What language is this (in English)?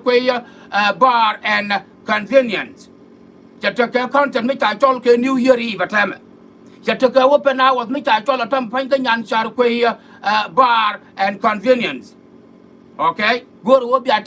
Nuer